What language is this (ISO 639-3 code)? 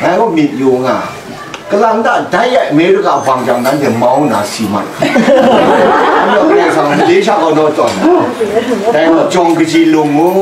kac